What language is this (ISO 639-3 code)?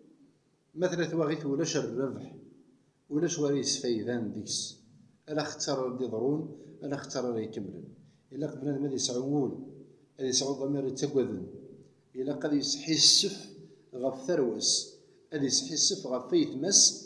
kab